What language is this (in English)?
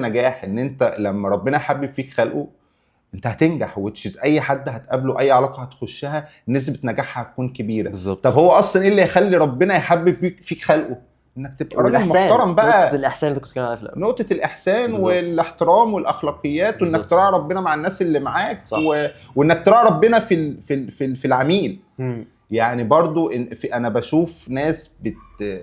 Egyptian Arabic